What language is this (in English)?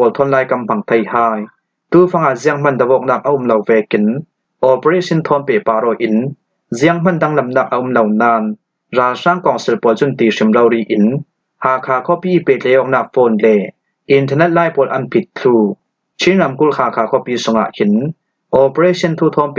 Falam Chin